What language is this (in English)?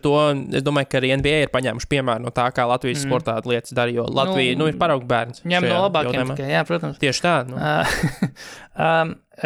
Latvian